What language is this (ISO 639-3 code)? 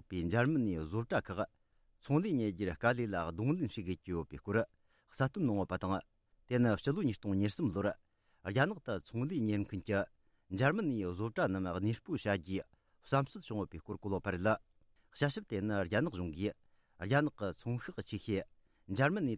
bod